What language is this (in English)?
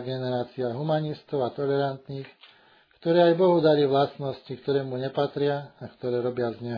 Slovak